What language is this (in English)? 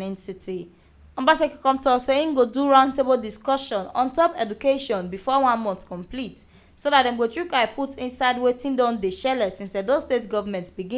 Nigerian Pidgin